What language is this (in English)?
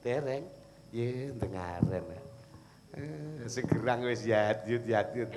Javanese